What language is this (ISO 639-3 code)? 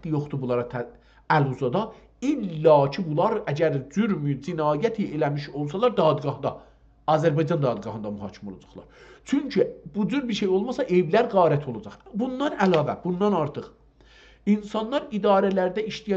azb